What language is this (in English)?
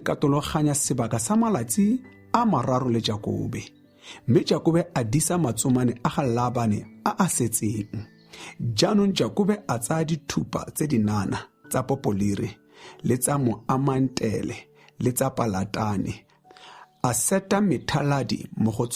Tswana